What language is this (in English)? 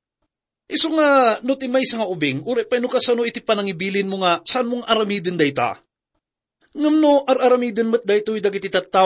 Iloko